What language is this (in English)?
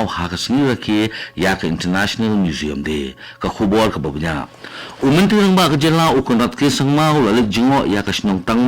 Khasi